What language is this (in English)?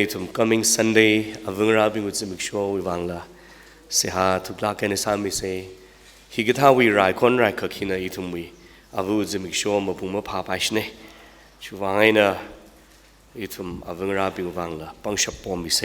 Tangkhul Naga (India)